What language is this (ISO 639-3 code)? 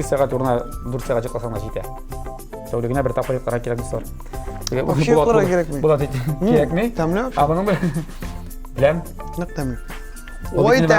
tat